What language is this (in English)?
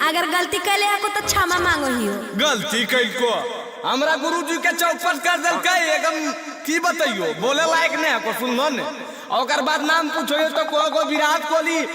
Magahi